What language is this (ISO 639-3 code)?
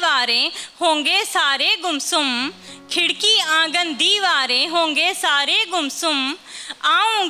hin